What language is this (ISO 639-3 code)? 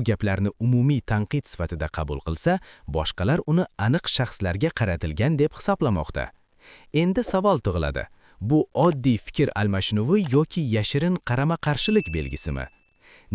uzb